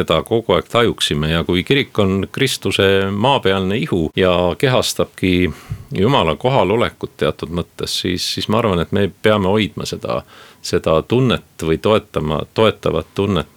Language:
Estonian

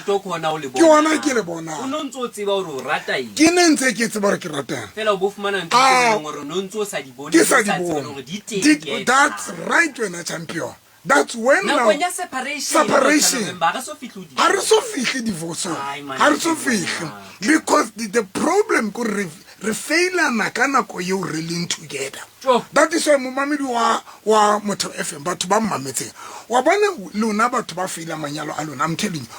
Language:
Southern Sotho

